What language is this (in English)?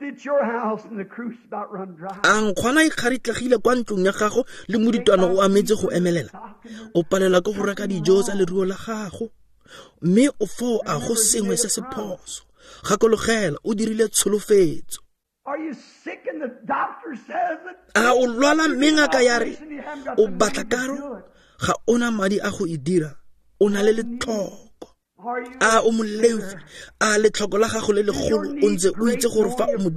Tswana